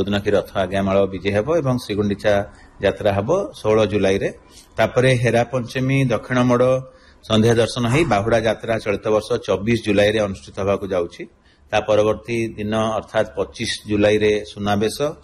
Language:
Odia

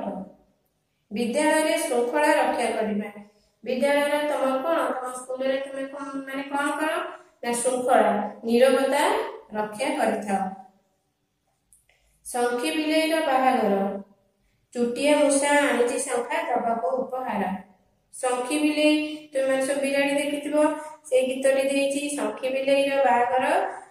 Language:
Odia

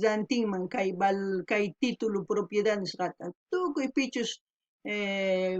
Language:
South Bolivian Quechua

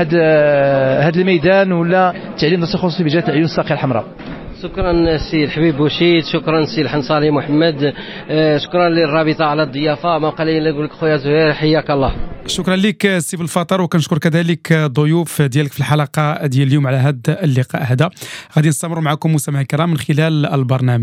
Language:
Moroccan Arabic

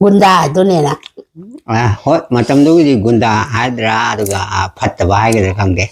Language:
Manipuri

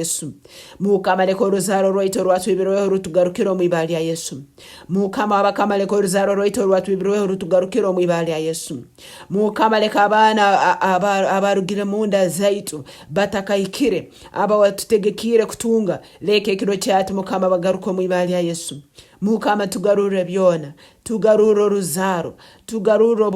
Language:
Nyankole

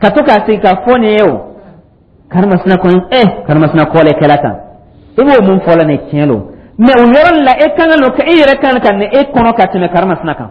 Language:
Dyula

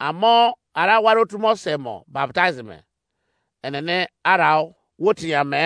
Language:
Izon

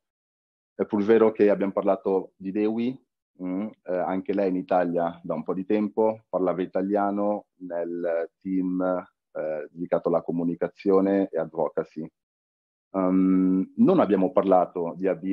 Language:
Italian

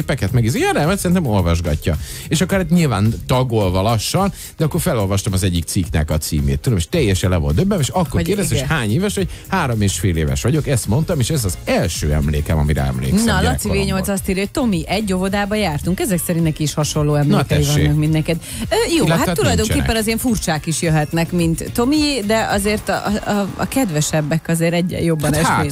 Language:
Hungarian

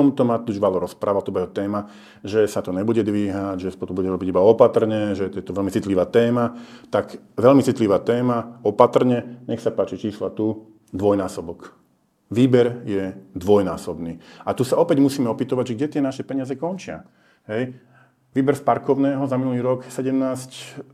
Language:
Slovak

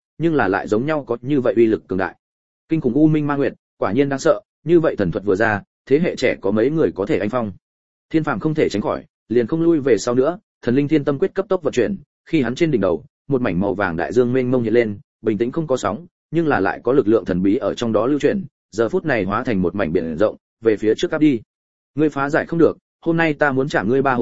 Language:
Vietnamese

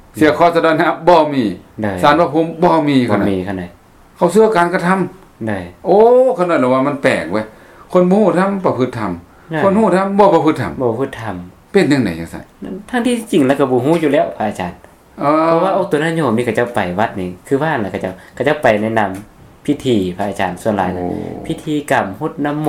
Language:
Lao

